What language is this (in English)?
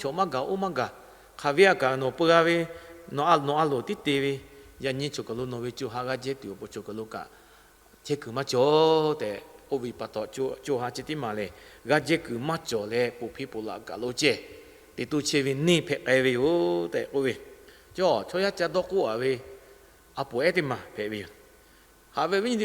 Lahu